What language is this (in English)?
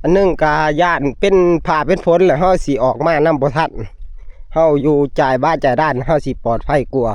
Northeastern Thai